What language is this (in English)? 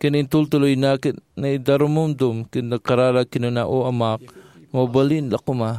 Iloko